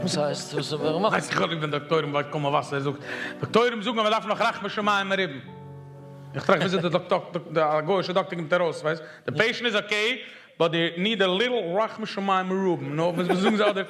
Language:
Yiddish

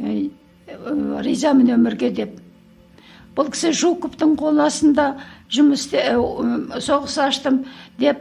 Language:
Kazakh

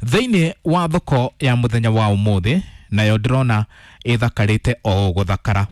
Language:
Kikuyu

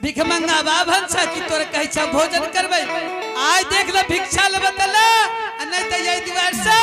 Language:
Angika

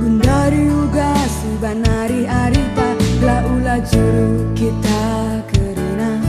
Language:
Batak Karo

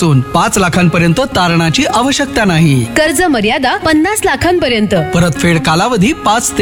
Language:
Marathi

